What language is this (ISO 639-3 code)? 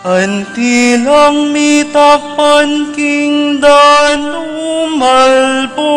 pam